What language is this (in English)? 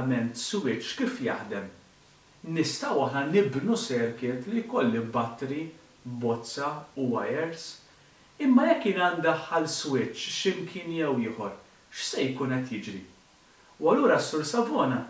Maltese